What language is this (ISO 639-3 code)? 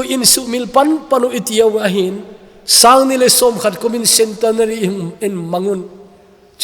tcz